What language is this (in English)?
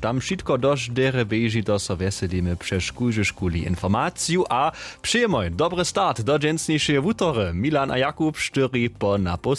Upper Sorbian